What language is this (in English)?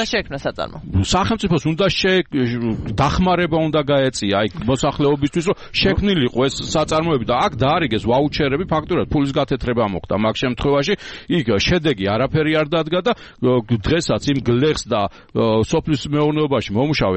Georgian